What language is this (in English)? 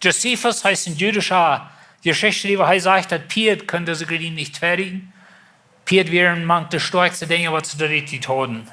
Plautdietsch